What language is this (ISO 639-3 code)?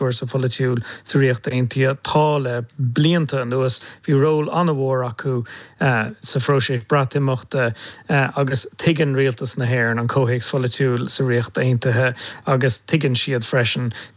gle